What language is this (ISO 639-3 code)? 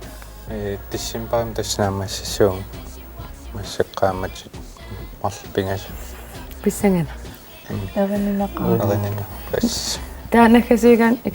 kal